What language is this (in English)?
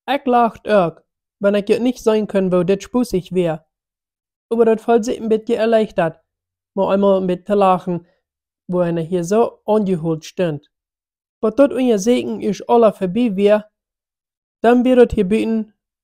Plautdietsch